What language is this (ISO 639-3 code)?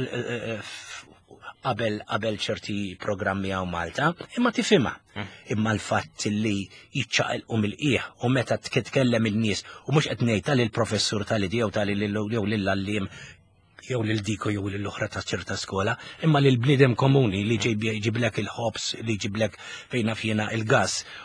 mlt